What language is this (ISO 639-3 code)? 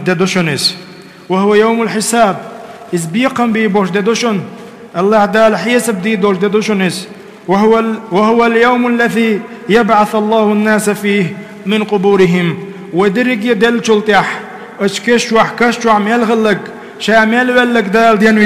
che